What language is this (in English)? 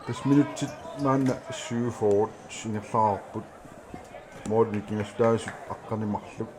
Kalaallisut